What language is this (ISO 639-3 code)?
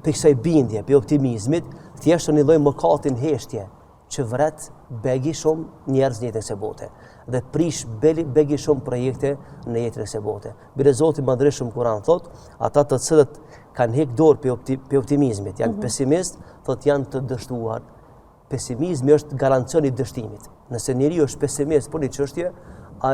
sqi